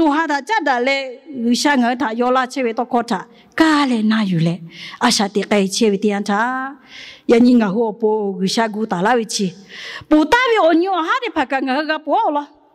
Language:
Lahu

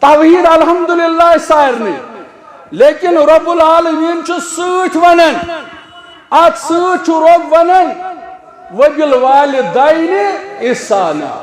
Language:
Kashmiri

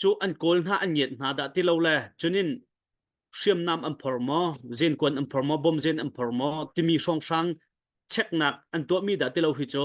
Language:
Hakha Chin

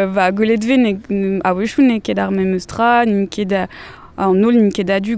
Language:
Breton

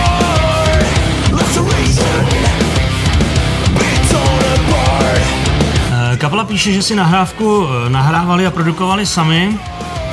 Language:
Czech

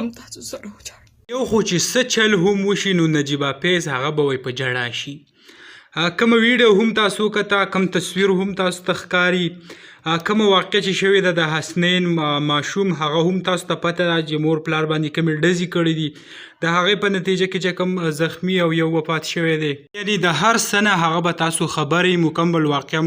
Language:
Pashto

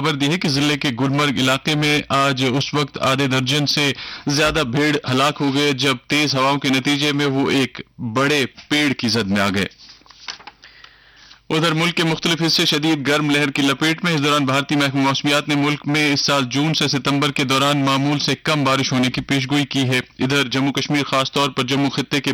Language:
Urdu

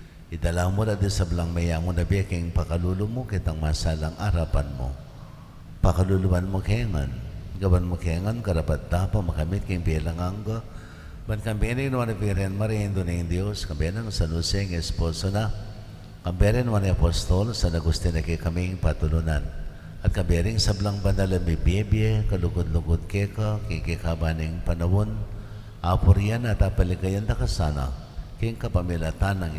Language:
Pampanga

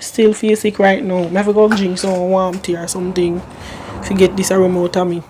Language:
Jamaican Creole English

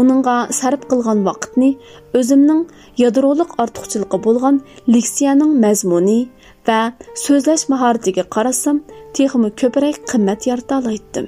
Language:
Uyghur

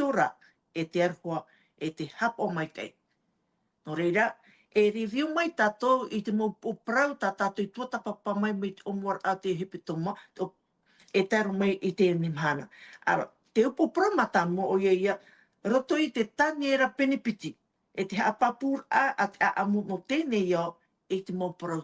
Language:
Tahitian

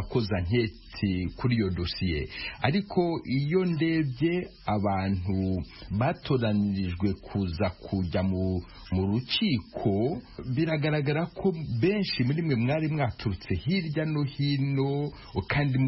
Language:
Kinyarwanda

